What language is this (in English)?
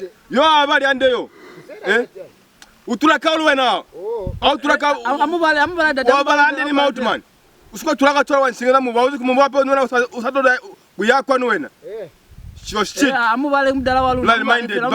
Lozi